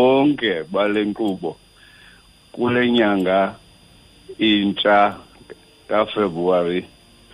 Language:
Xhosa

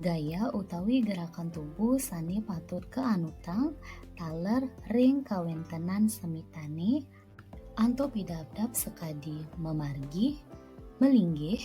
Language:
Balinese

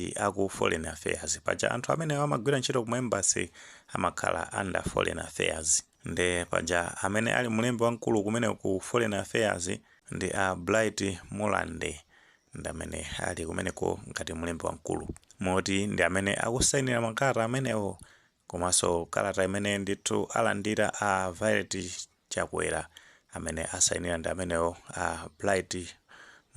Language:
Nyanja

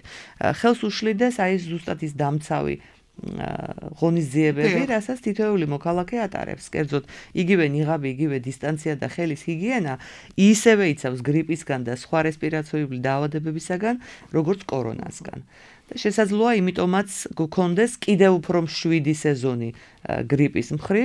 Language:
Georgian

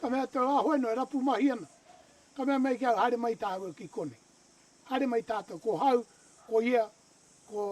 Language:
Māori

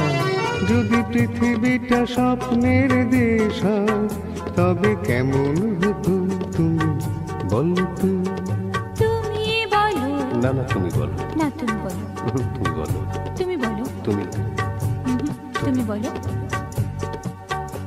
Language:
Bangla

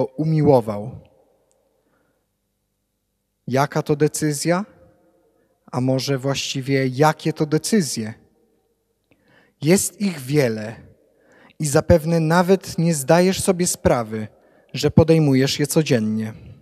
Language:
Polish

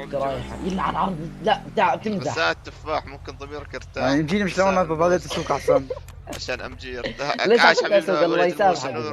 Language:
North Levantine Arabic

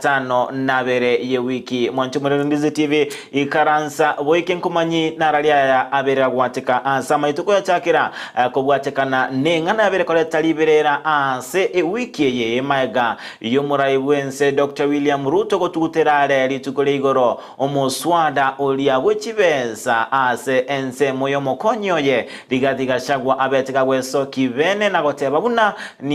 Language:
Gusii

